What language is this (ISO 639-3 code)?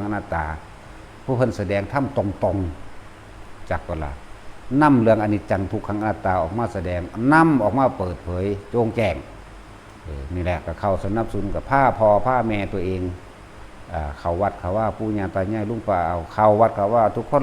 tts